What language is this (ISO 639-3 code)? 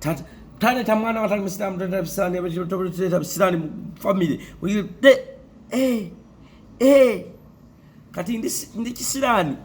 lug